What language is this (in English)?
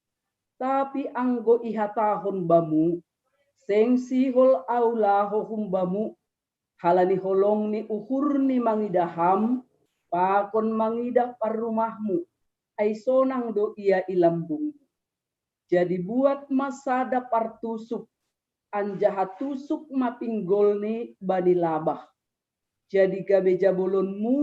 Batak Simalungun